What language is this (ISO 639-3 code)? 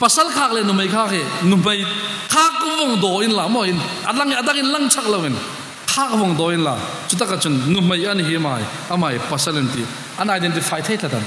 hmr